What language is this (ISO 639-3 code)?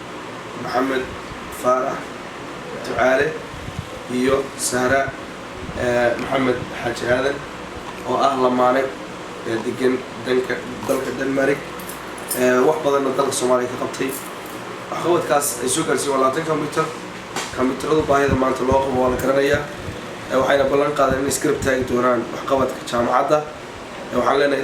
som